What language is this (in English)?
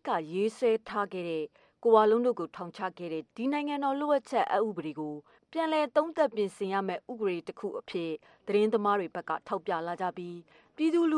Burmese